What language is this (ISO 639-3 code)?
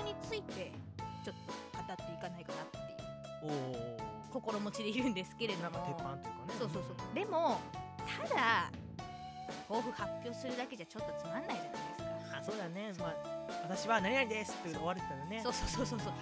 jpn